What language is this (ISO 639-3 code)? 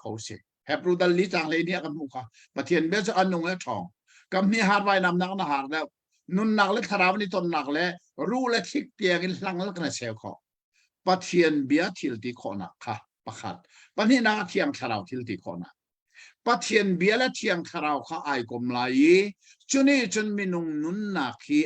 cnh